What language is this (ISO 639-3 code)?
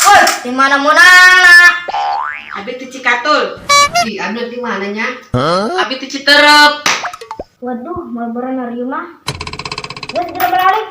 sun